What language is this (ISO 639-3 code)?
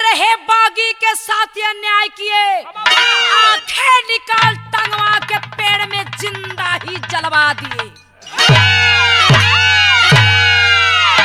bho